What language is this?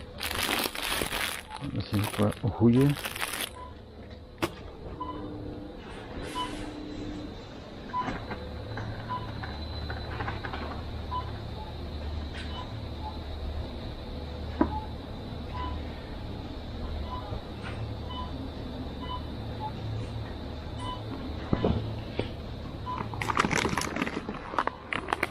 Dutch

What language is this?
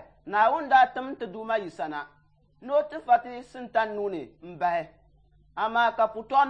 Dagbani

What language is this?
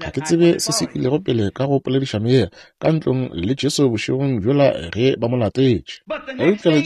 Northern Sotho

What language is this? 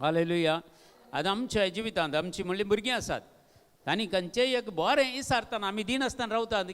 Konkani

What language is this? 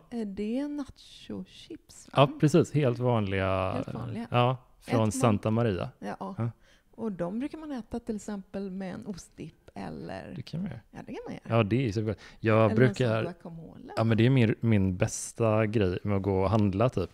Swedish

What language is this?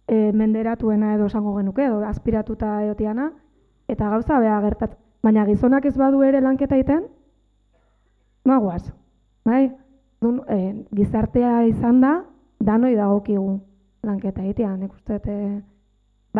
Basque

